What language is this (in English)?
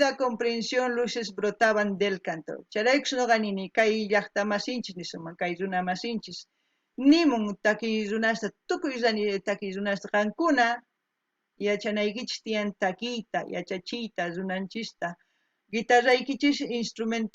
South Bolivian Quechua